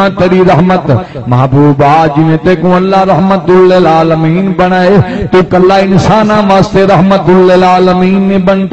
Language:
Saraiki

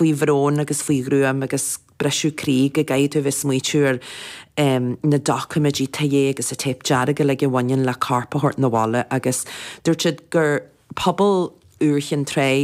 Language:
Irish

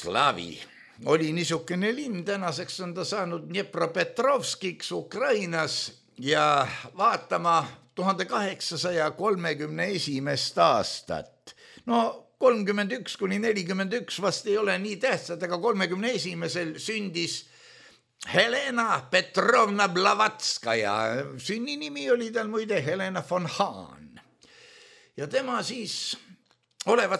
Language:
Estonian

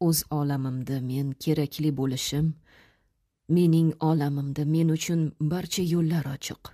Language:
Uzbek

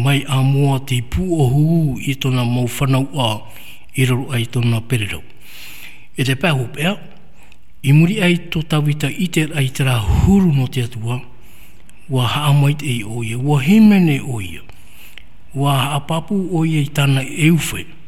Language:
Tahitian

